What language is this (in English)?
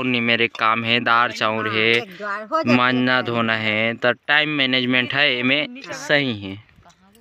Chhattisgarhi